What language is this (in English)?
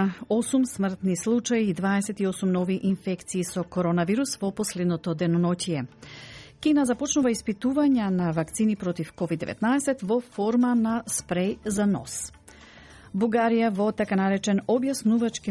Macedonian